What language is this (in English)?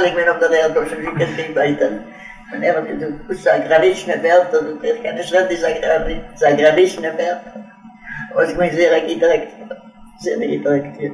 Yiddish